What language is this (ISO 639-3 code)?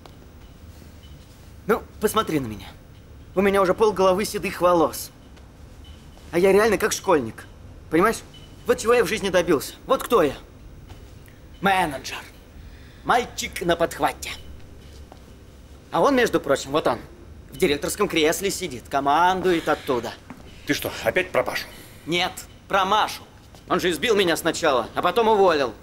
rus